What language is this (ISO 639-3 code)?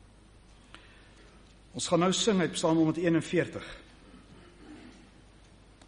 afr